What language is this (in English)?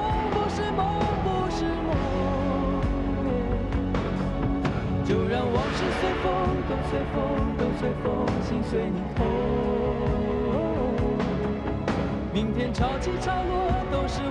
Chinese